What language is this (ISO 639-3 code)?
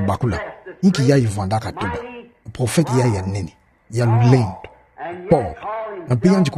ktu